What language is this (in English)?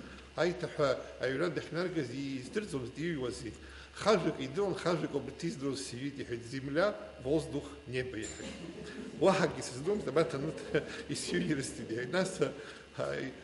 Abkhazian